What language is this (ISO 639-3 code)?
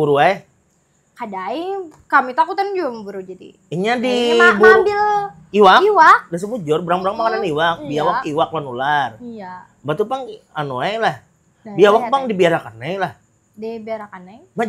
bjn